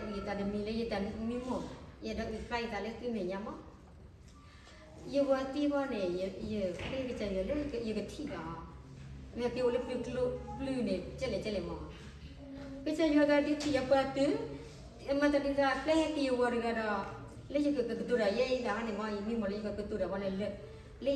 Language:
S'gaw Karen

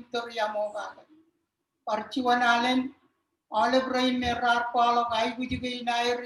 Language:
Marshallese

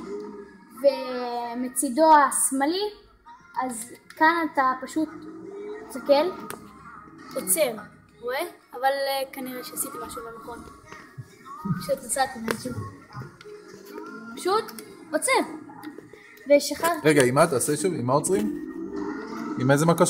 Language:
Hebrew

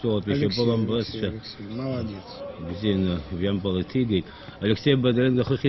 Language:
Abkhazian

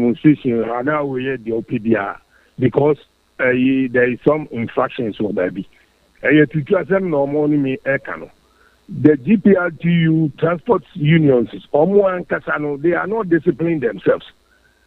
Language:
Akan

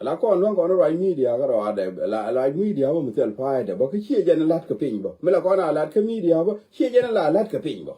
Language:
Nuer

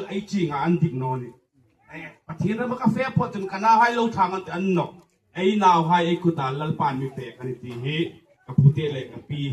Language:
Hmar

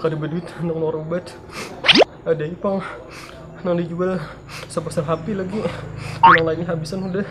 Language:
Banjar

